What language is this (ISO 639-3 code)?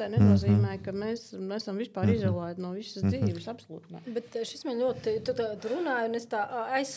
lav